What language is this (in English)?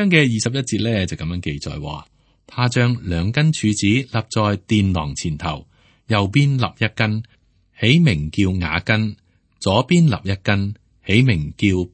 Cantonese